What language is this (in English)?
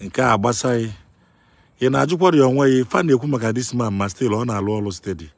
Igbo